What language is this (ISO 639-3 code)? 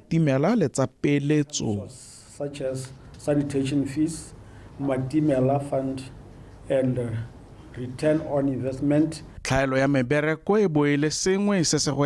tsn